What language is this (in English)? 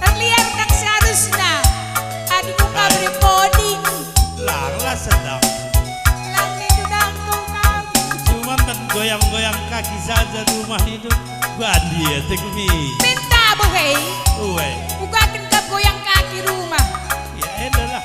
Batak Karo